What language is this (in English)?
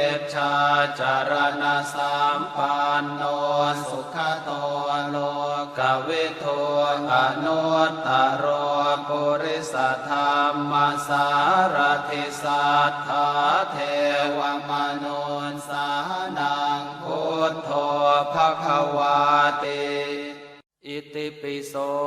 Pali